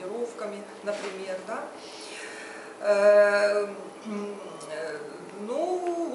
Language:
Russian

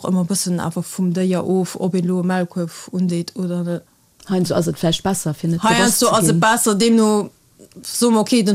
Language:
Luxembourgish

